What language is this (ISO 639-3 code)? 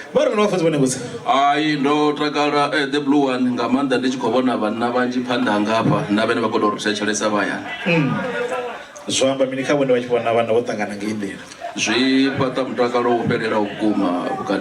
ven